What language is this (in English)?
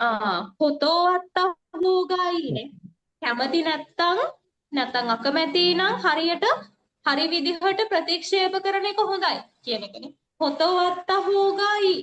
Sinhala